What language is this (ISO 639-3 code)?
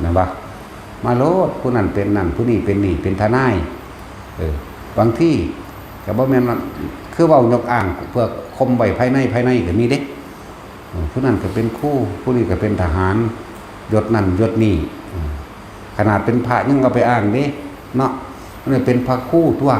tts